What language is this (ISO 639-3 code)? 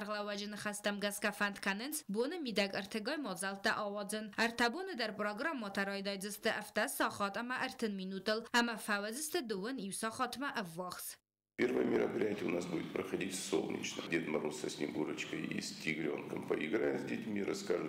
oss